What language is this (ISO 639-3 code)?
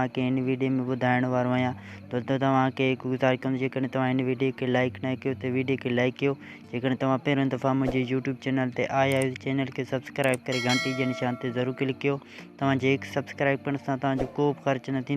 snd